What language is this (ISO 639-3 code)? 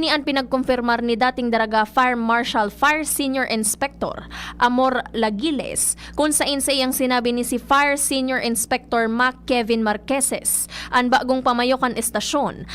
bik